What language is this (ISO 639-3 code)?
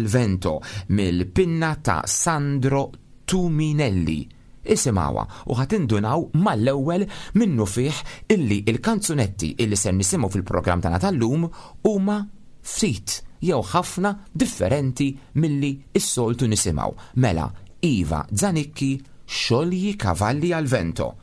mlt